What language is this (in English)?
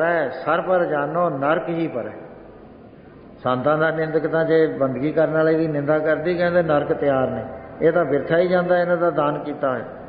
Punjabi